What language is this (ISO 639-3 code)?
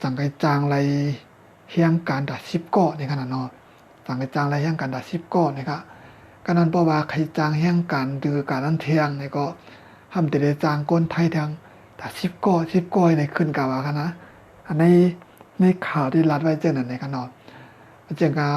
shn